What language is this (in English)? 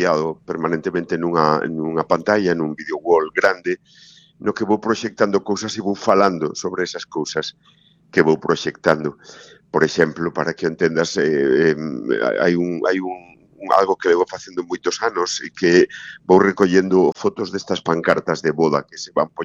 Galician